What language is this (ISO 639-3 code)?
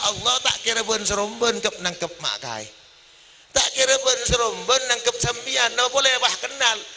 mad